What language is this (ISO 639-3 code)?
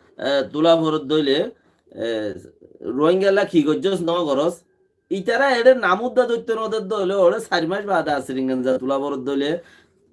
rhg